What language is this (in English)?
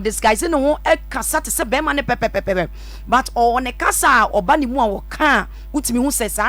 Akan